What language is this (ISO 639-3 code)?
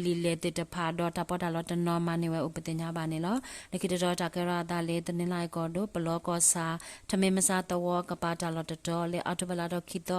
ksw